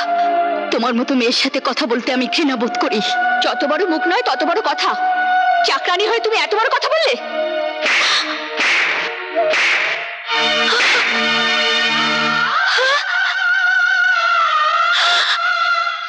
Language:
Bangla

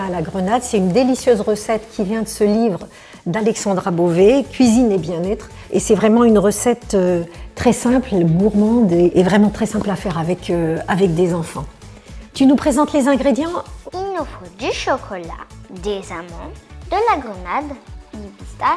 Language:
French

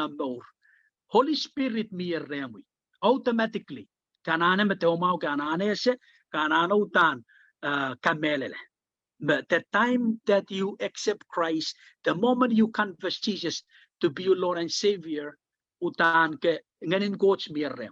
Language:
Pohnpeian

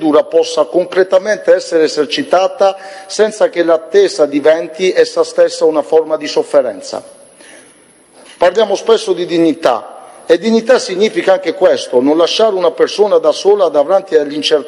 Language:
Italian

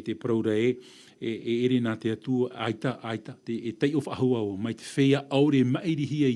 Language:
Tahitian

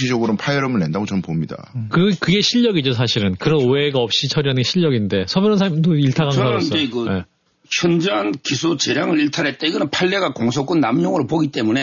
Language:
Korean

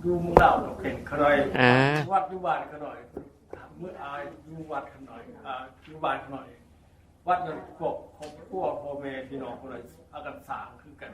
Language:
Northeastern Thai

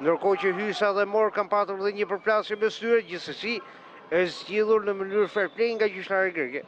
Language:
Albanian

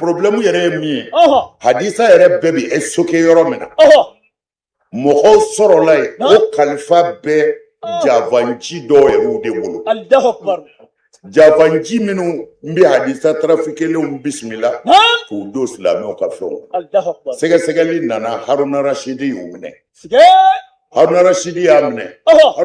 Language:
Bambara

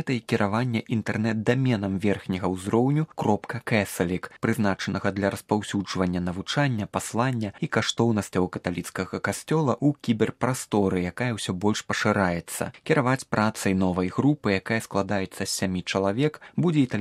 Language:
Belarusian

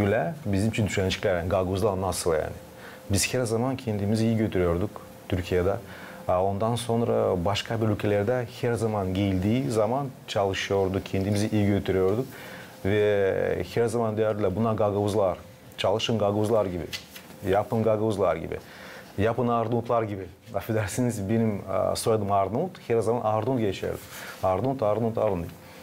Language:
Gagauz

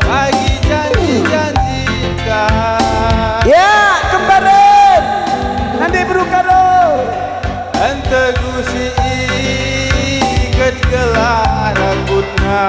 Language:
Batak Karo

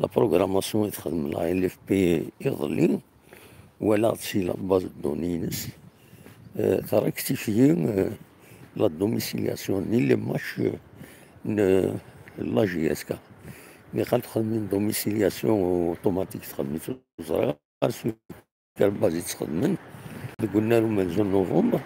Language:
Kabyle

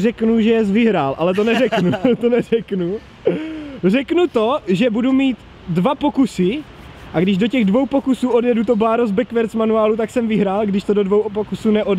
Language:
Czech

